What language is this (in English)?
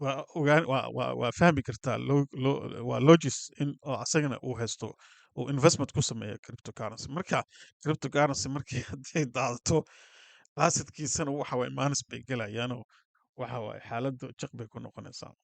Somali